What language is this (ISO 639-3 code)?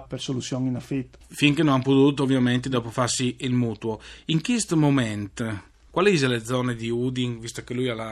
fur